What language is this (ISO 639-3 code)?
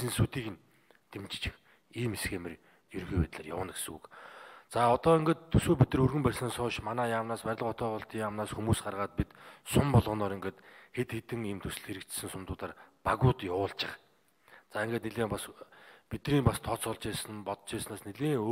mon